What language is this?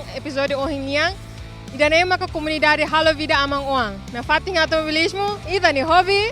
Tetum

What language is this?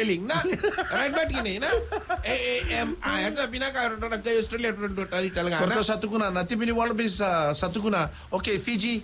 Fijian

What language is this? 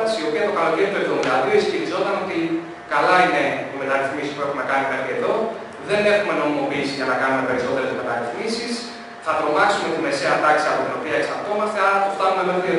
Greek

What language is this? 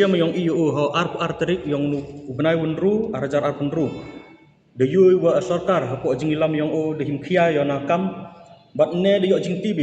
Khasi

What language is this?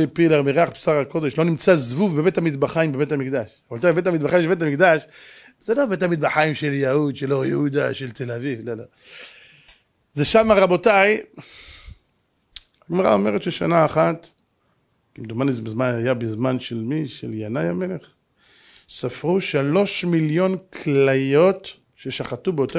Hebrew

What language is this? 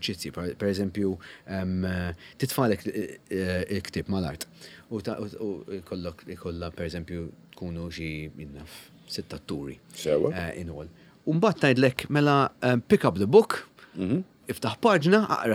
Maltese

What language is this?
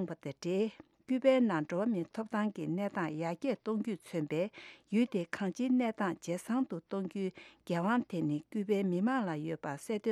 Tibetan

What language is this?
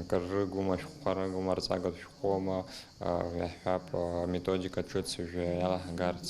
Abkhazian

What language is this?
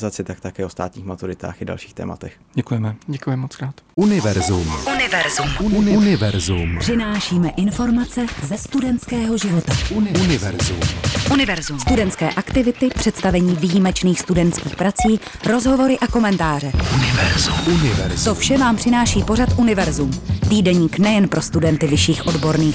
Czech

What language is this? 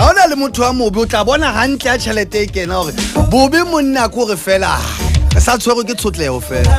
Southern Sotho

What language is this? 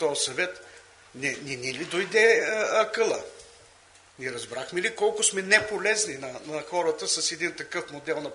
Bulgarian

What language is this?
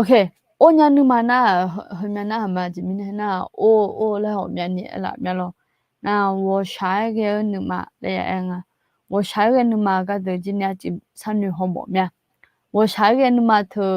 Akha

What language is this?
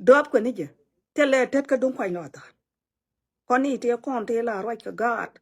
Nuer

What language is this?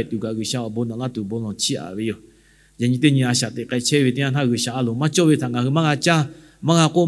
Lahu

